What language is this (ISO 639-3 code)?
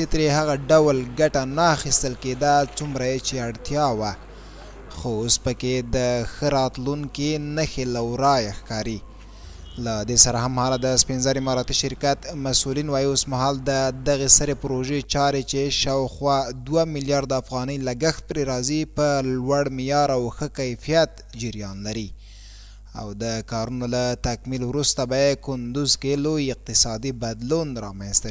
pus